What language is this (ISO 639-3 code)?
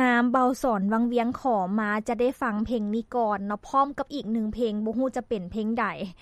lao